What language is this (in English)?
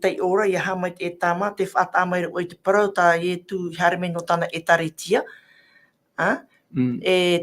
Tahitian